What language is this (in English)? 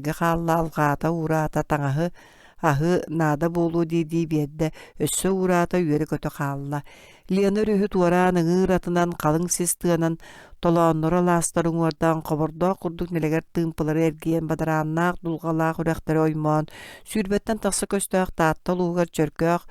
Yakut